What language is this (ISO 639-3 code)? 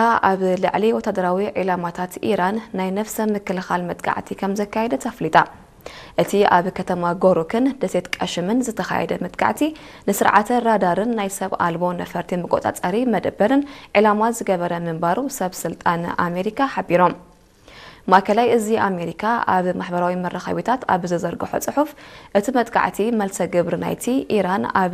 tir